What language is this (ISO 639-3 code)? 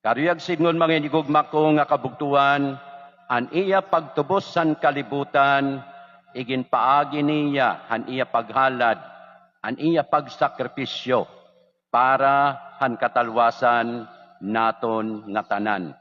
war